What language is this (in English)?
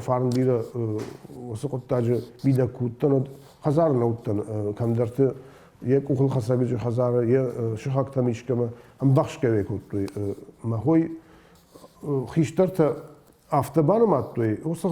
Ossetic